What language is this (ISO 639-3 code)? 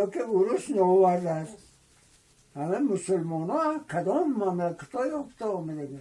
tgk